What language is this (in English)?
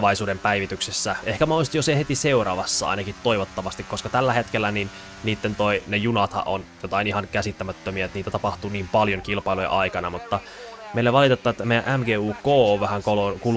Finnish